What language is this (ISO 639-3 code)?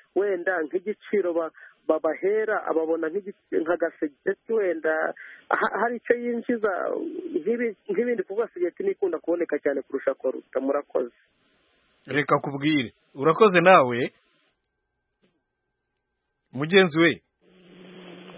kin